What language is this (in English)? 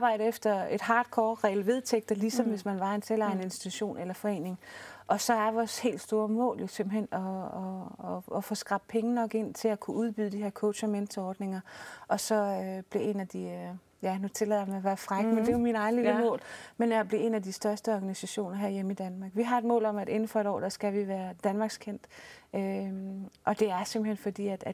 Danish